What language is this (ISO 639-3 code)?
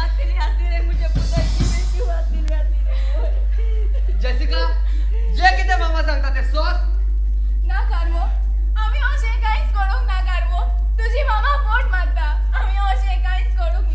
kok